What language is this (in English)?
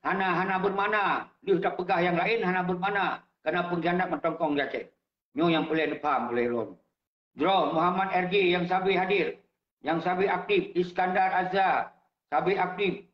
Achinese